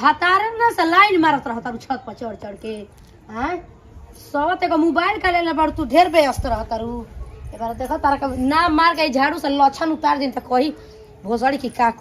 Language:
Bhojpuri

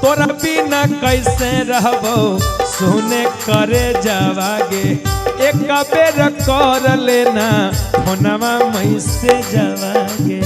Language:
Magahi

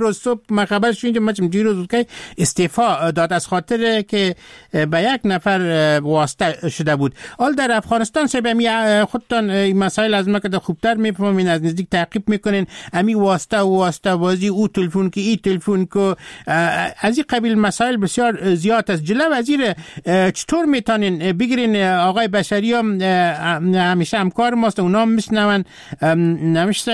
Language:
Persian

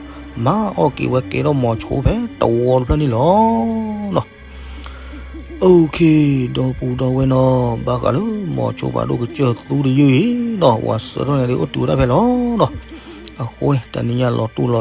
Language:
S'gaw Karen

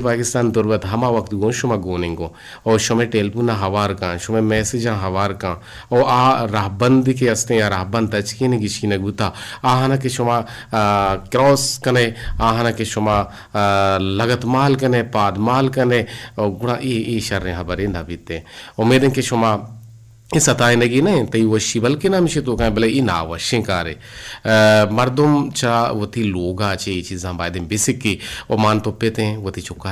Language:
Eastern Balochi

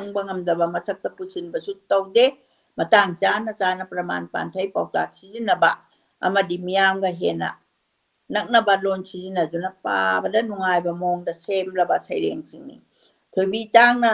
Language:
Manipuri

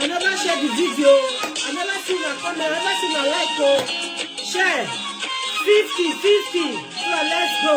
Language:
Nigerian Pidgin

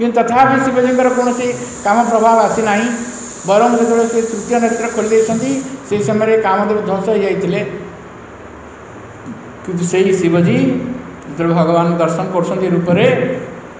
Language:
Odia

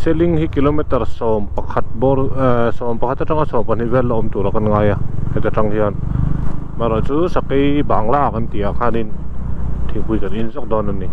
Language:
Mizo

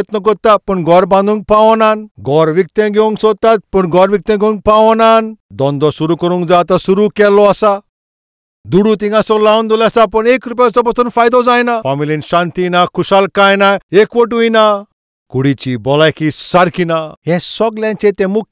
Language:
Konkani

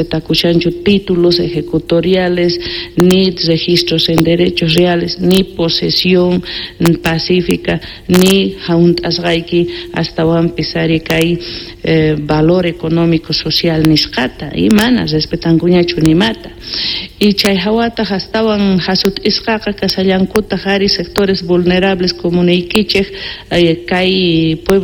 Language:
South Bolivian Quechua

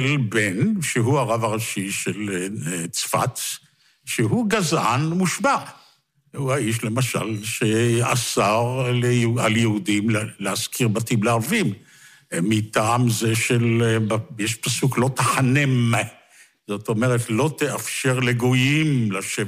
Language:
Hebrew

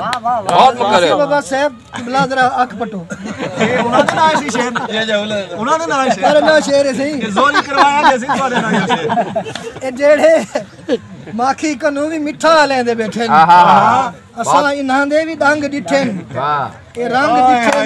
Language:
Saraiki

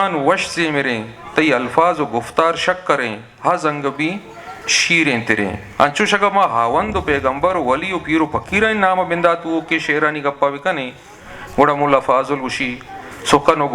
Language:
Eastern Balochi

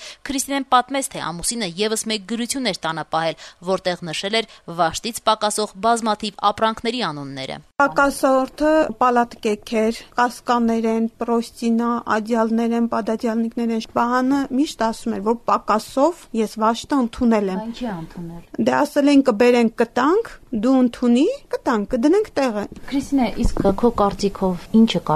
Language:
Armenian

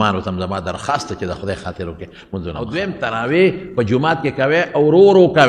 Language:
Pashto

